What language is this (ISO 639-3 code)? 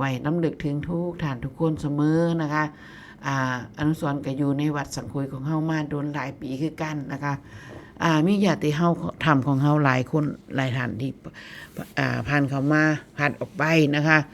tts